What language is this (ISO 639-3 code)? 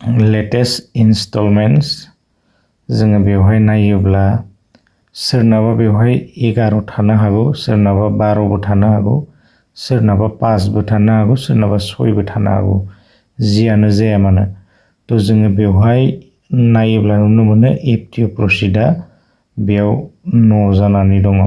brx